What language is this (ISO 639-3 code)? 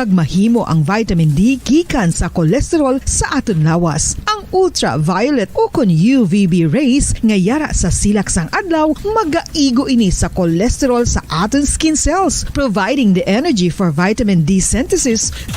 hil